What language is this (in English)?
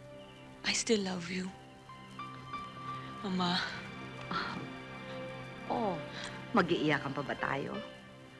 Filipino